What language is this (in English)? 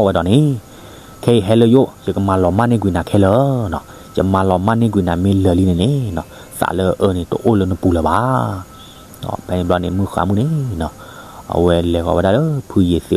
S'gaw Karen